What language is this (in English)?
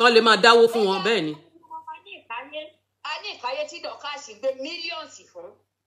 Yoruba